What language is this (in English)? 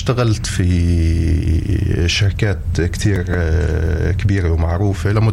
North Levantine Arabic